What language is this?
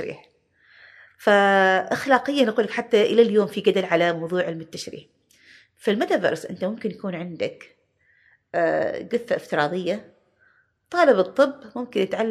Gulf Arabic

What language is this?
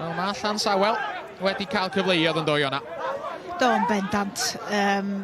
Welsh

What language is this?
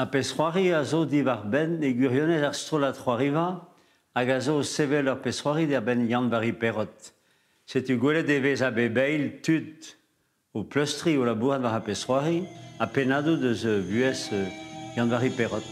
Breton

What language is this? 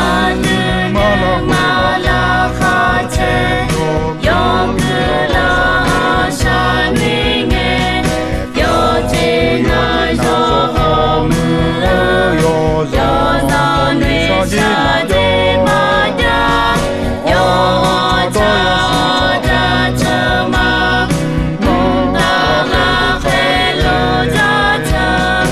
Akha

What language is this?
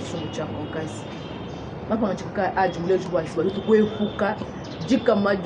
Luba-Lulua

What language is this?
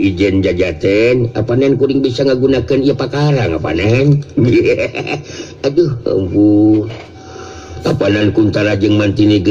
Sundanese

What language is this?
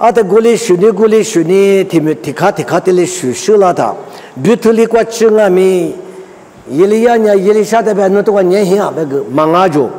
Lisu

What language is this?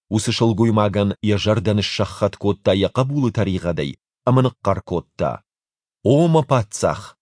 Ossetic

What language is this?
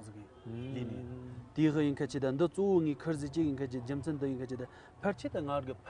Tibetan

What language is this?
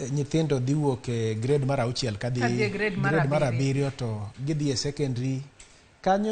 Luo (Kenya and Tanzania)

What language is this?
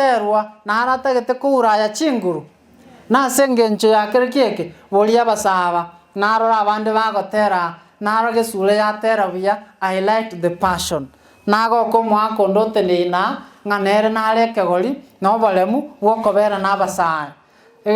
Gusii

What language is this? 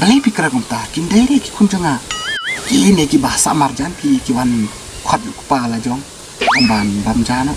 Khasi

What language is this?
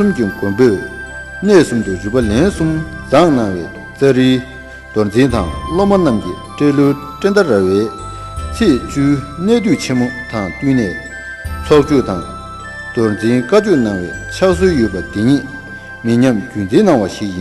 Tibetan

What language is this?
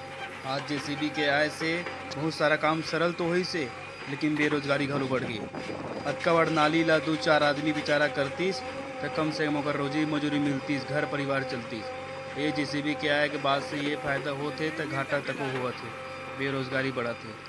Chhattisgarhi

